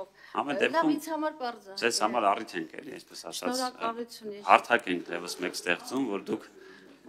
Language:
Armenian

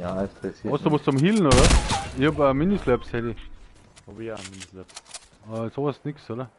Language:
Bavarian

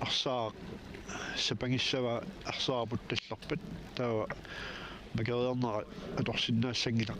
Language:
Kalaallisut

